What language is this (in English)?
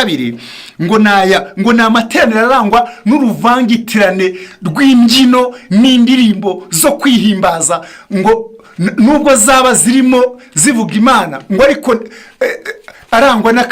Kinyarwanda